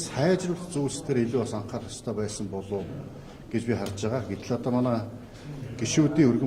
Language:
Mongolian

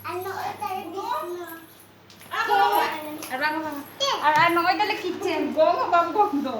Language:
Santali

